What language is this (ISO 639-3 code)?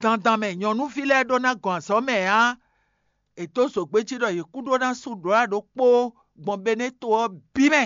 fon